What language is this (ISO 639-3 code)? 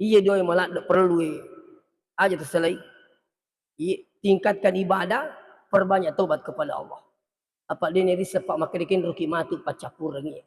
bug